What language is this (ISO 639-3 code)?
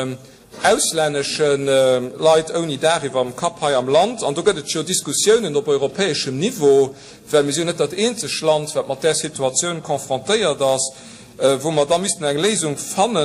ltz